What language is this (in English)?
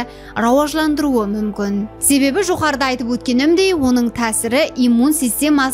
Kara-Kalpak